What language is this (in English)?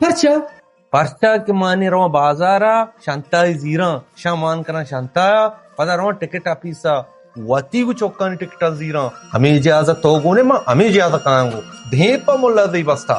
Baluchi